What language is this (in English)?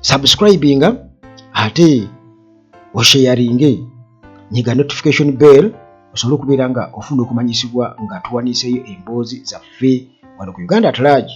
Ganda